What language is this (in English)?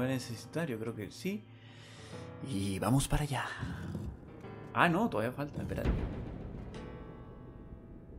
Spanish